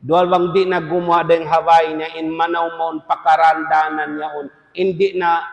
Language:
Tausug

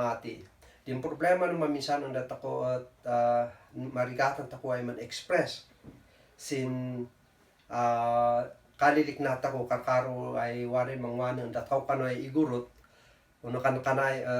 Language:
Kankanaey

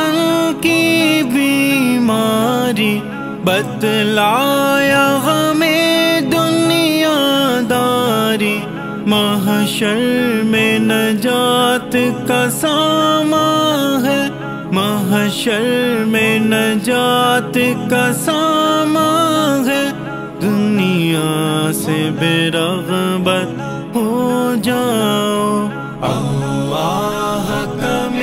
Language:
Urdu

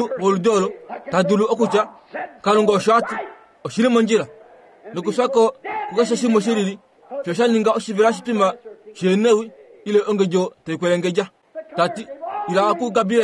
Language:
Kuanyama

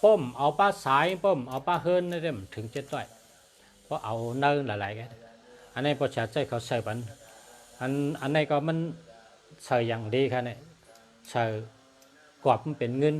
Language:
Shan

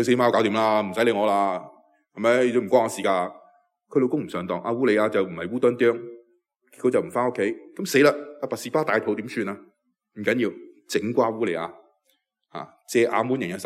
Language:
Cantonese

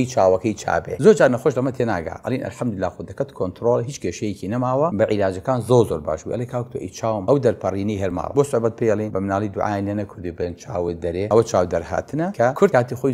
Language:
Central Kurdish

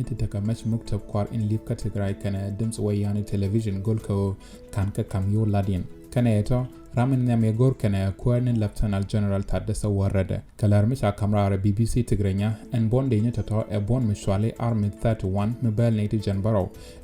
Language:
Nuer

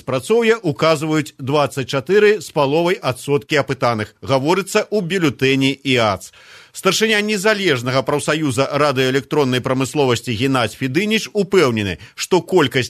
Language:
Belarusian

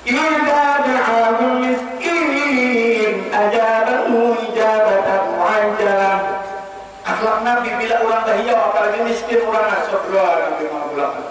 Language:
Banjar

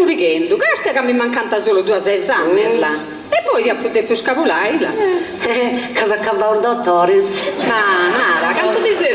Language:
Sardinian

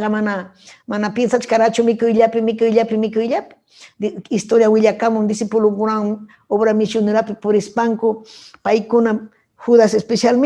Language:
Ayacucho Quechua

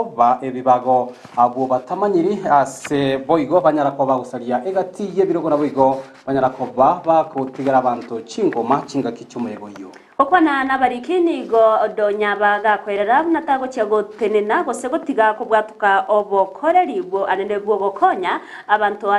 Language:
Gusii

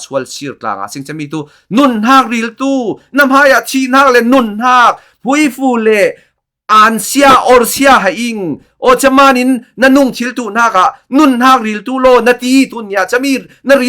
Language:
Falam Chin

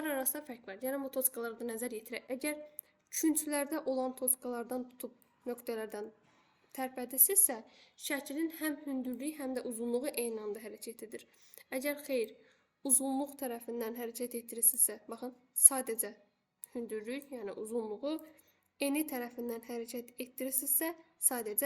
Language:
Azerbaijani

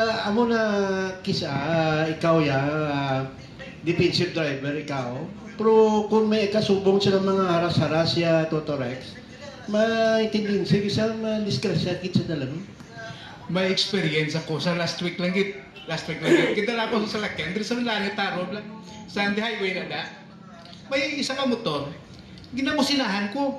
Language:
Hiligaynon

